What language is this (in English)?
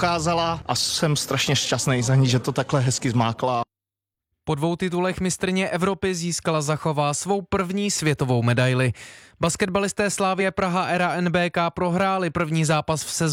Czech